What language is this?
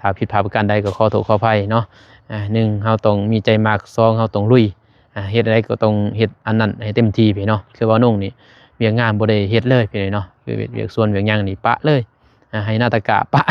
Lao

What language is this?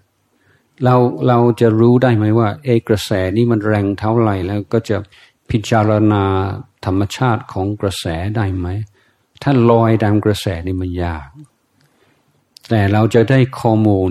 Thai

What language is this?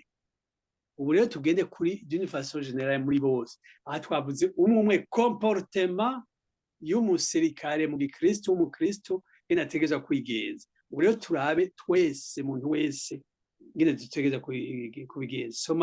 Rundi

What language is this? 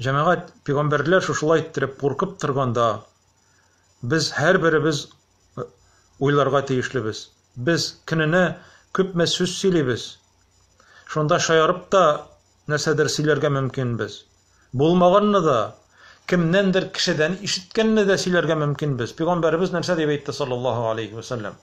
Tatar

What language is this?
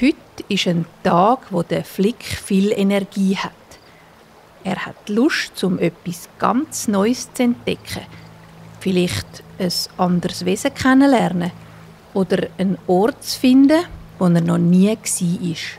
Swiss German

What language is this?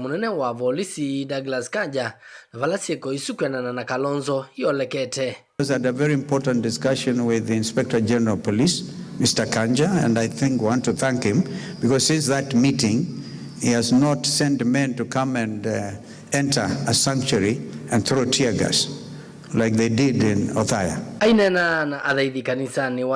Kamba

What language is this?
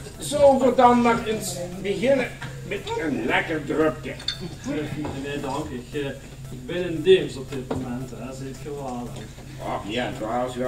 Limburgish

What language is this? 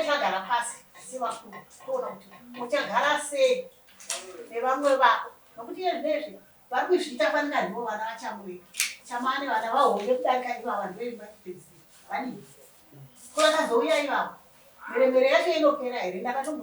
Shona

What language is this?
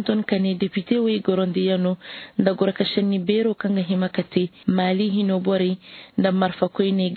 Zarma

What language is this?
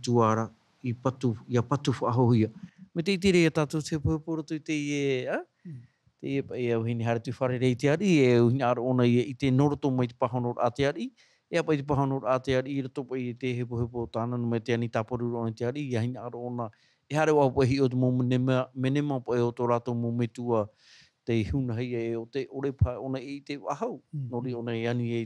Tahitian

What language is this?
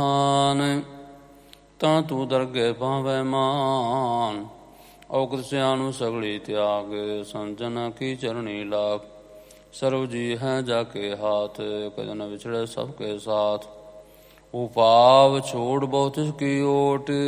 Punjabi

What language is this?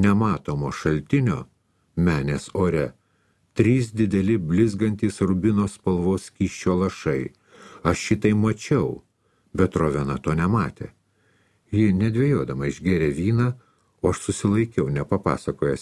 Lithuanian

